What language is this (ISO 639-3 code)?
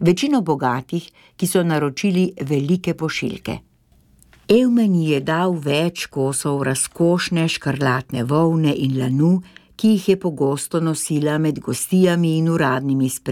slv